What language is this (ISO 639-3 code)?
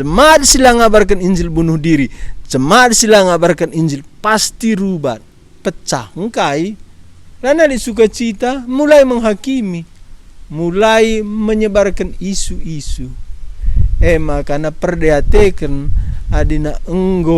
btx